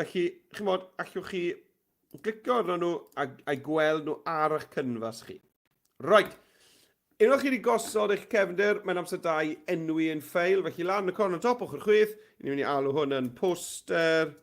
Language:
Welsh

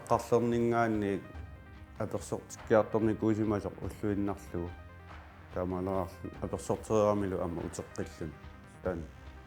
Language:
Kalaallisut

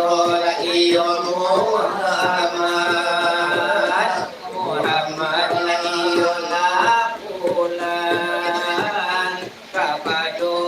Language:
Minangkabau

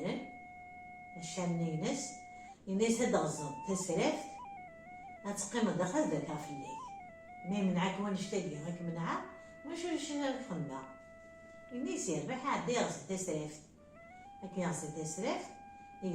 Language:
Kabyle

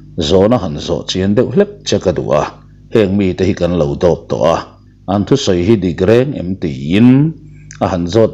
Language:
Mizo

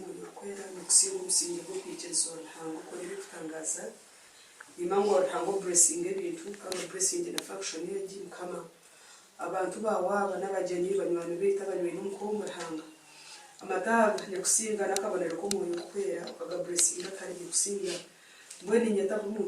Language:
Nyankole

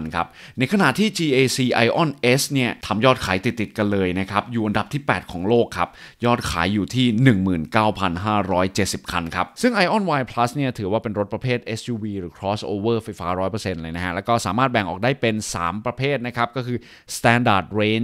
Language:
Thai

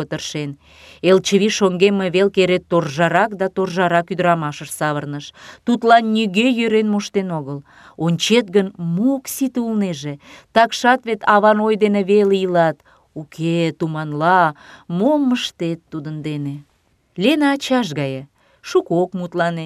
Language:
Mari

